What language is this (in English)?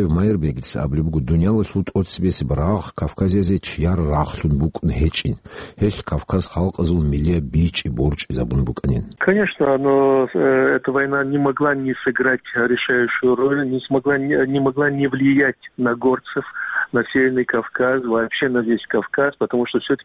Avaric